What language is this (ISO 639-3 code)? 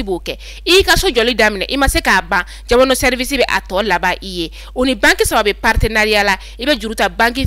bam